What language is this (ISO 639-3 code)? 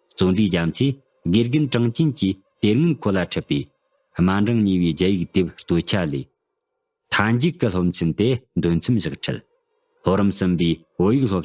bod